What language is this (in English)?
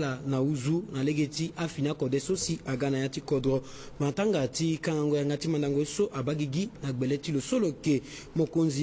Sango